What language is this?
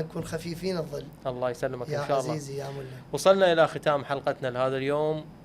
Mesopotamian Arabic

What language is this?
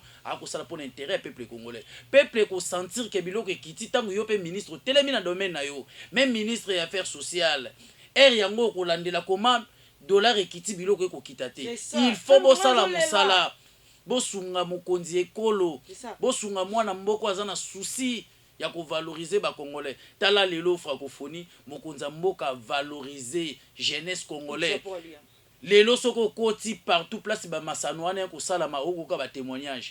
Lingala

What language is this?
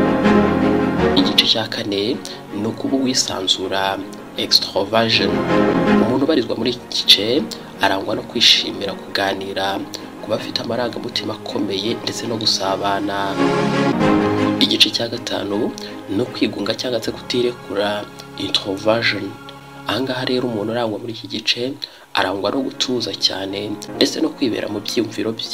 Kinyarwanda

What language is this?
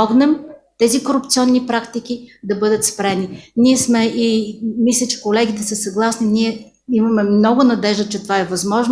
Bulgarian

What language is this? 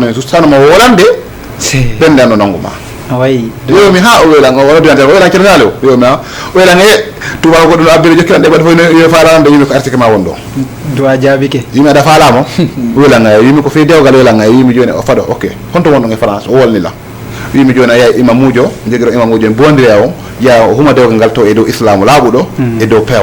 Fula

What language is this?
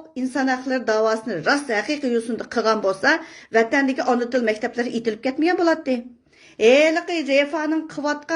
Uyghur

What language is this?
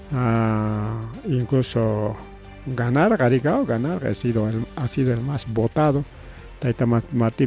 Ayacucho Quechua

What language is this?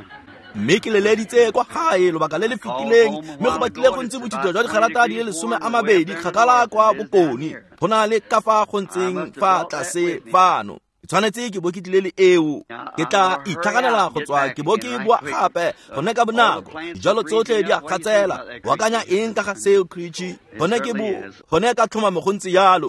Tswana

